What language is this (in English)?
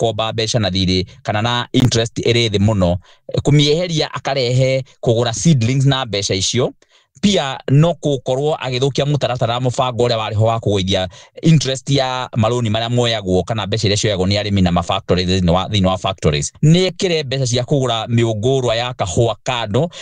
Kikuyu